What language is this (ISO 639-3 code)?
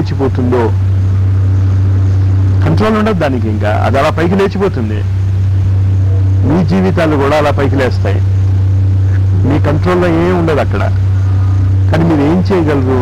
tel